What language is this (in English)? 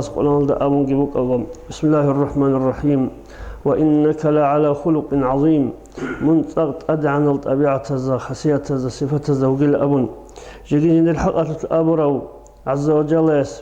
Avaric